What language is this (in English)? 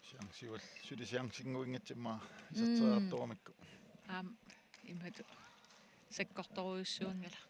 Kalaallisut